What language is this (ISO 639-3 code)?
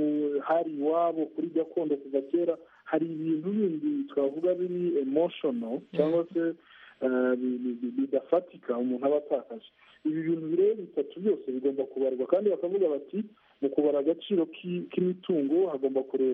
kin